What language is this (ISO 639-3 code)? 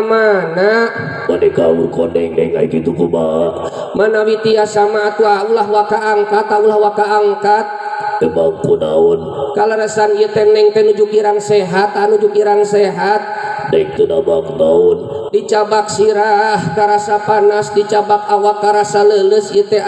sun